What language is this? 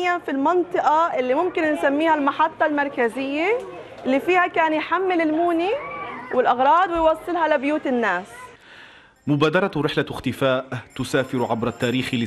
Arabic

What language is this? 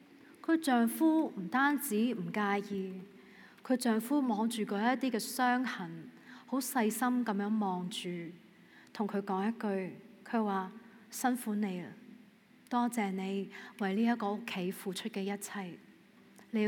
Cantonese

